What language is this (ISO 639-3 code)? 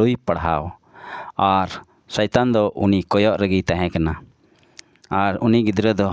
sat